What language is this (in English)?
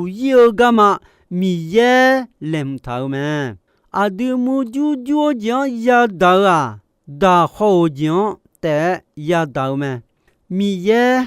Akha